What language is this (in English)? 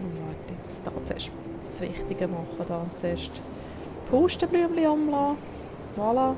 Swiss German